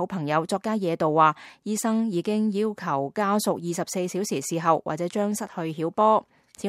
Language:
Cantonese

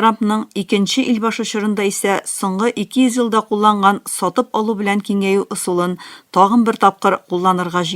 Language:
Tatar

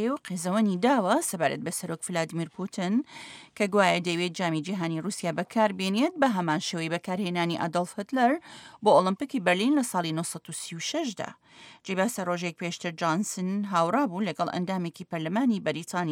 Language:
Central Kurdish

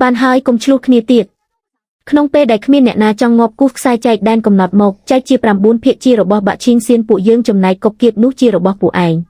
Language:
Khmer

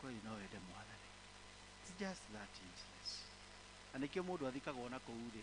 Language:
Kikuyu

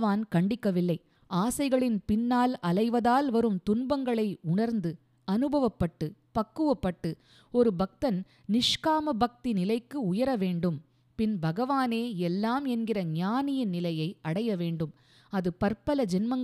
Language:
Tamil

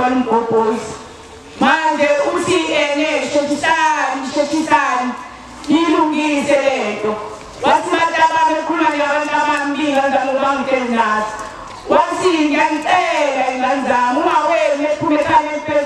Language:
Zulu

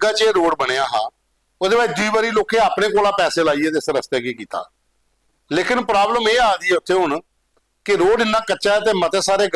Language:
Dogri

